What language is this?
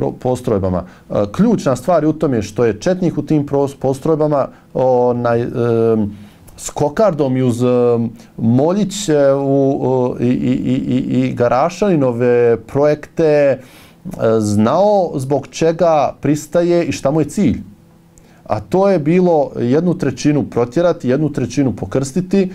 Bosnian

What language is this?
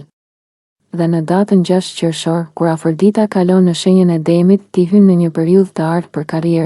Albanian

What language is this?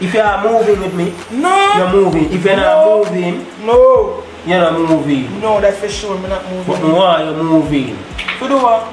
Jamaican Creole English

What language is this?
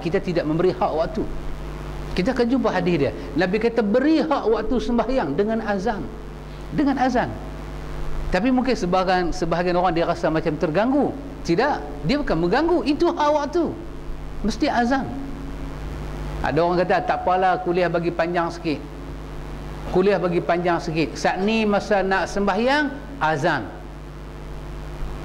Malay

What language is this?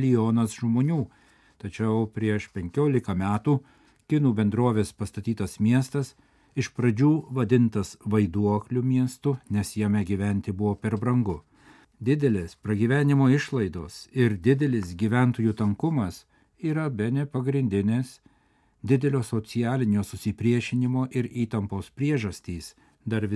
Lithuanian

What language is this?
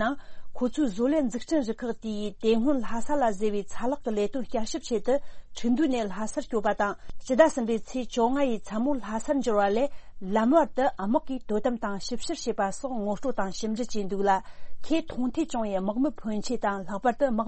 Tibetan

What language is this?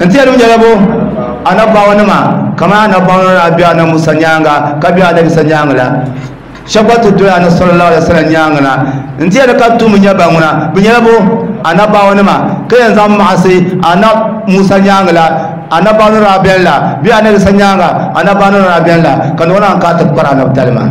Dagbani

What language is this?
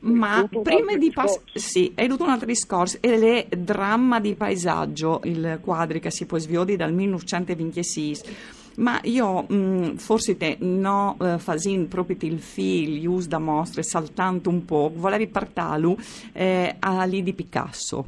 Friulian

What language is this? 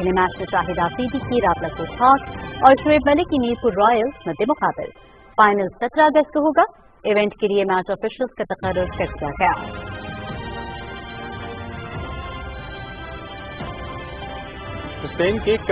Urdu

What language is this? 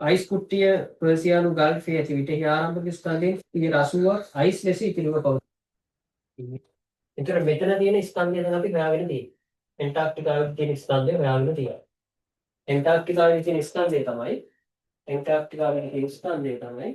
Sinhala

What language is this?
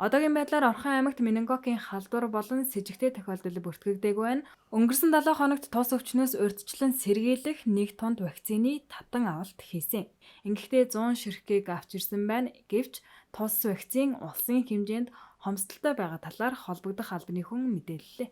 Mongolian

